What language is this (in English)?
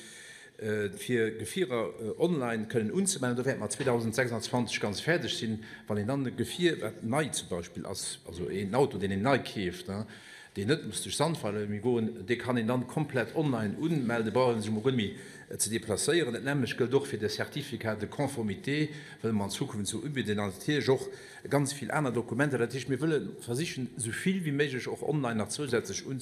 Luxembourgish